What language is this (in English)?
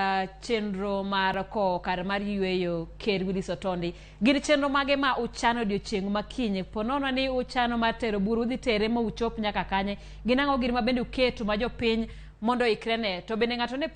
Luo (Kenya and Tanzania)